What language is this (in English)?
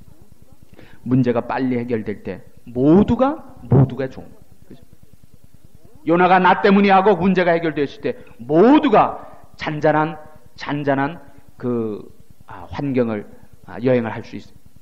Korean